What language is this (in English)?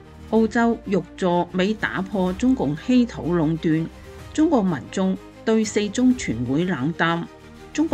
Cantonese